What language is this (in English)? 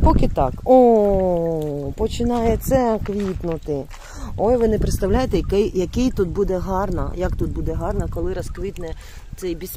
Ukrainian